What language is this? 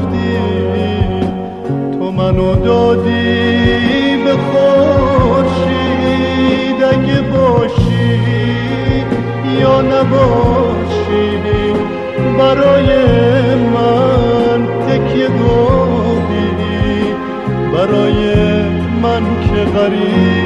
Persian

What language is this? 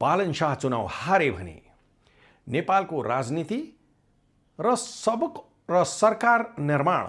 Nepali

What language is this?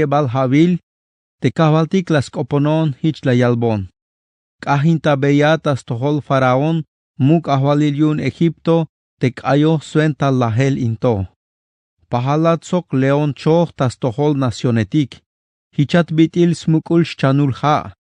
Tzeltal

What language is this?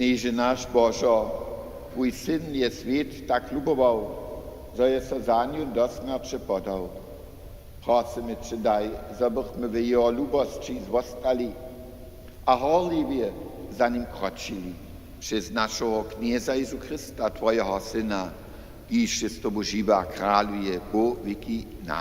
Upper Sorbian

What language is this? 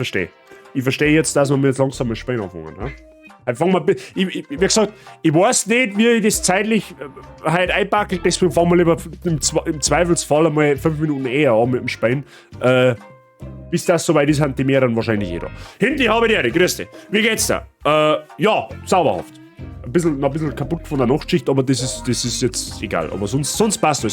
Bavarian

